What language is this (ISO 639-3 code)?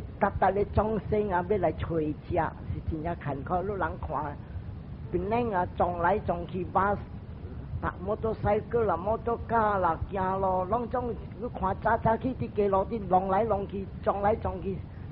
nan